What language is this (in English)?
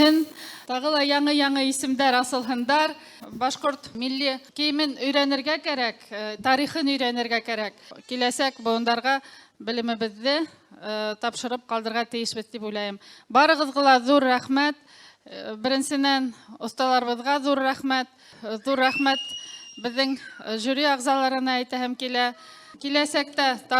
Bashkir